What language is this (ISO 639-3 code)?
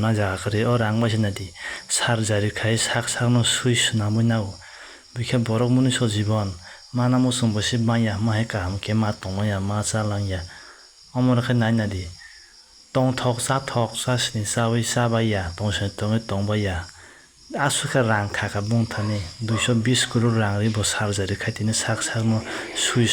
trp